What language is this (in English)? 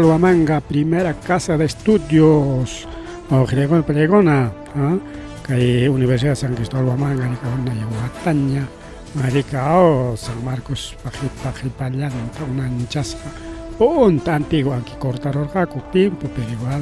Ayacucho Quechua